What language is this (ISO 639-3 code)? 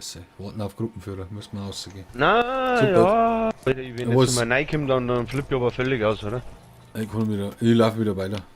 bar